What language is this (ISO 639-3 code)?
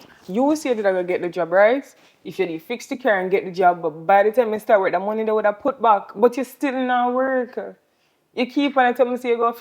jam